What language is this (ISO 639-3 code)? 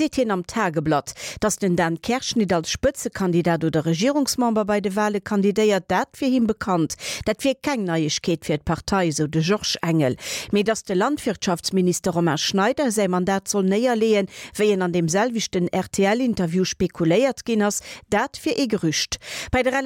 ltz